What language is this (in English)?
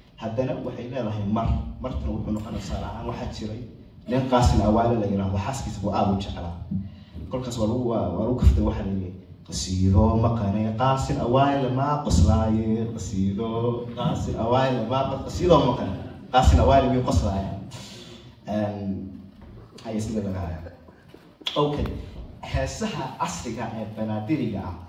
Somali